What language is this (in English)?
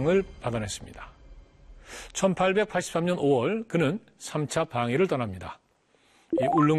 Korean